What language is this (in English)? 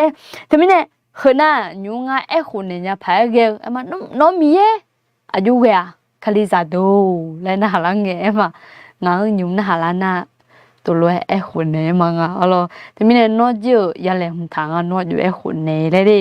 Akha